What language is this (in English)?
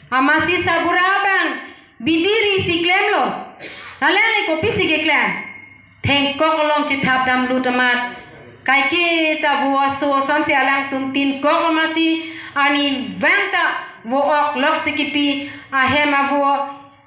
Karbi